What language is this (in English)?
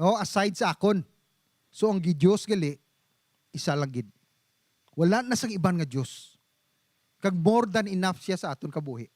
Hiligaynon